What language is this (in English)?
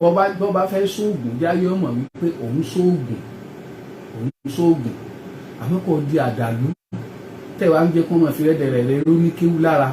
Yoruba